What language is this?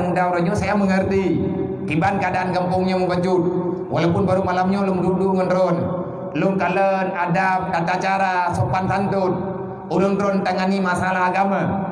Achinese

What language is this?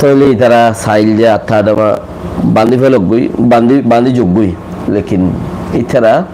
Rohingya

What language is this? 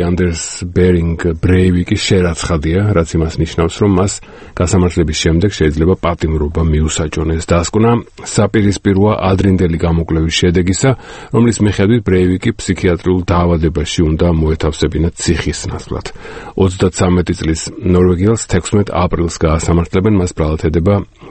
Georgian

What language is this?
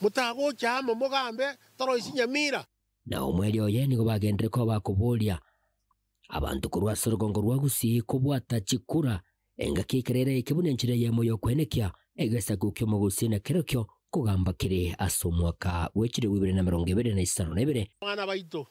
Gusii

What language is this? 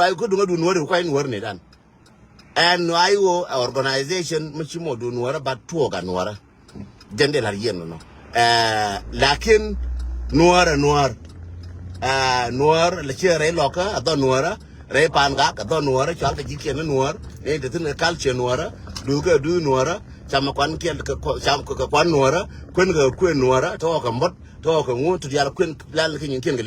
Nuer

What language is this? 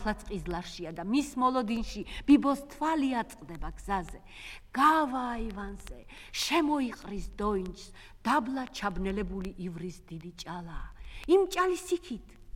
Georgian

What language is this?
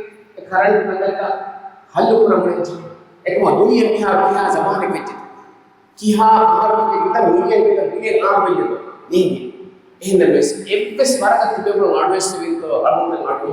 Divehi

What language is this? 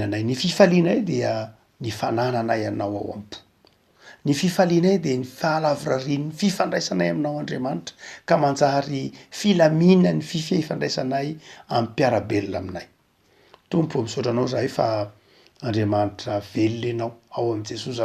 Malagasy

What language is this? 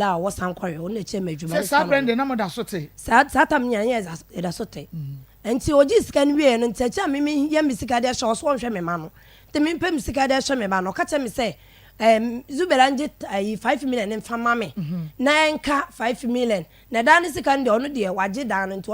Akan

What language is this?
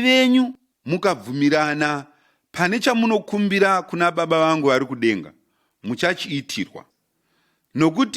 Shona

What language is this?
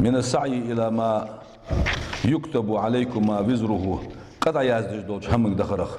Ingush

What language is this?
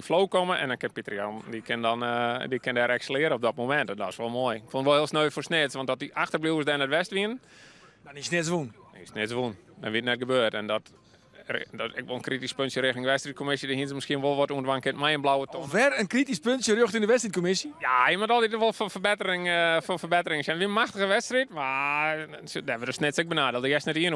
Western Frisian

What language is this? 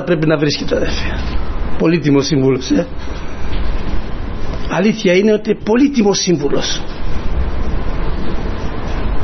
Greek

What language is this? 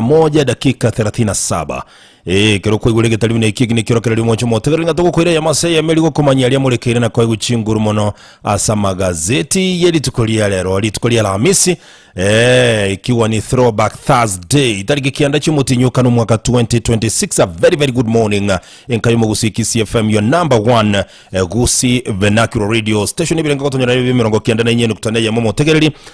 Gusii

